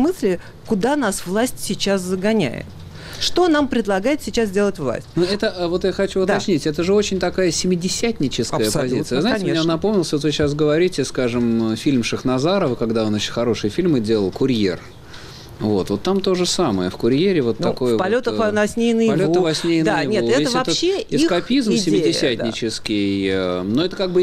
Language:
Russian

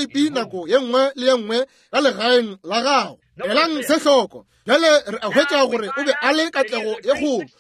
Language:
Northern Sotho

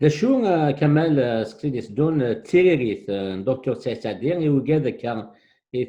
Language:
Kabyle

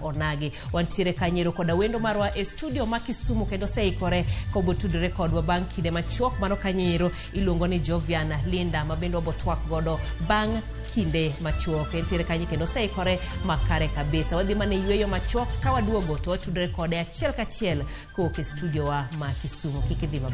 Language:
Luo (Kenya and Tanzania)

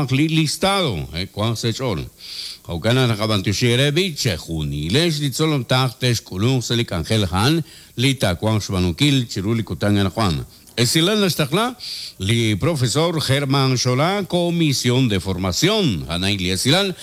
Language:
Kekchí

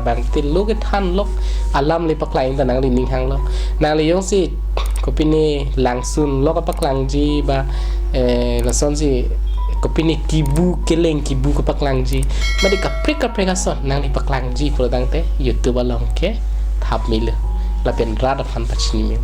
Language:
Karbi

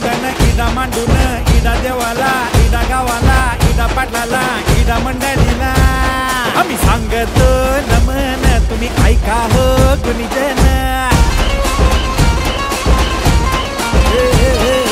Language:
Marathi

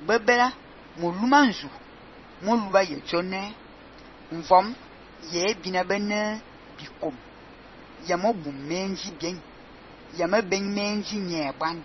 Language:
Fang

